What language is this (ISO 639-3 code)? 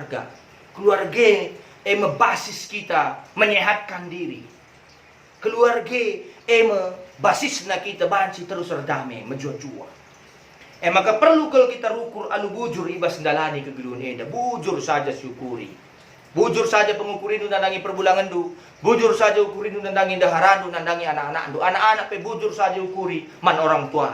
btx